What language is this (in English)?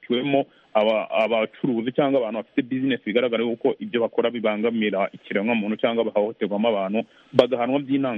Kinyarwanda